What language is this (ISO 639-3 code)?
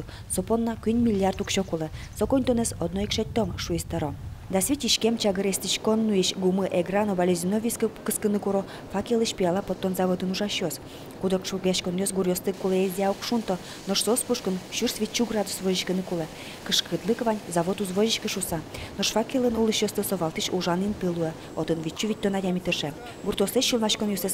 udm